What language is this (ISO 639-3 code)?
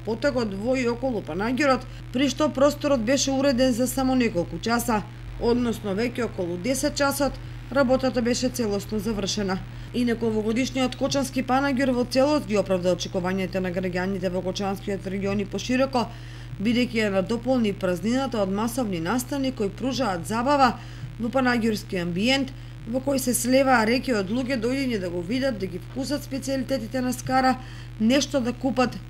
mkd